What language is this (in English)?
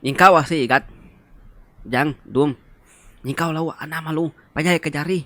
Iban